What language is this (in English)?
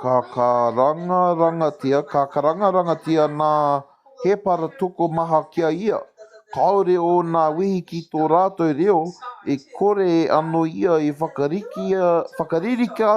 Māori